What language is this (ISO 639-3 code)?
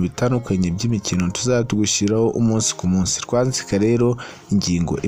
kin